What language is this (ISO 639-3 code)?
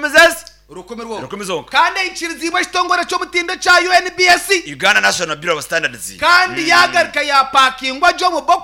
nyn